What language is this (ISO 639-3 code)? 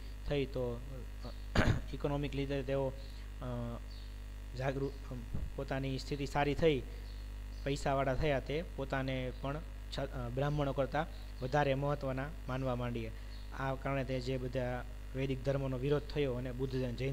guj